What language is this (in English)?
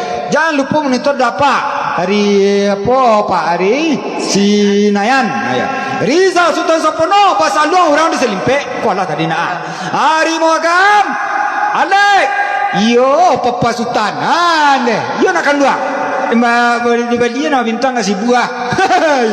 Minangkabau